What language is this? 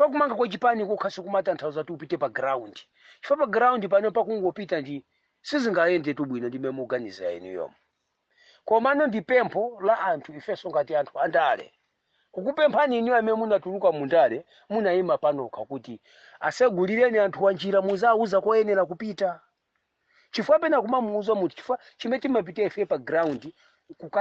Nyanja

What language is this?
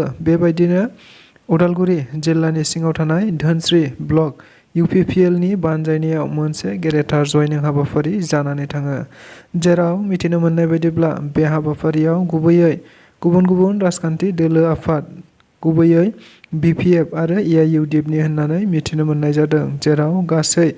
Bodo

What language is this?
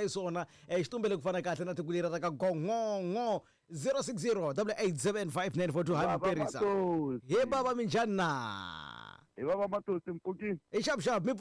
Tsonga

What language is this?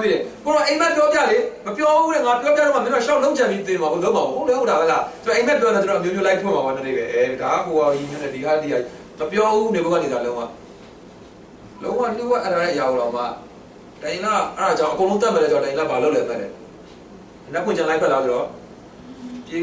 Burmese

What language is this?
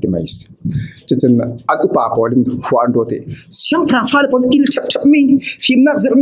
Falam Chin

